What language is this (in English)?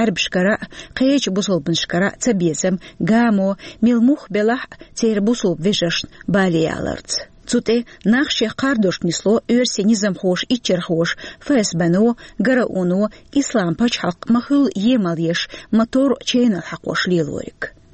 Chechen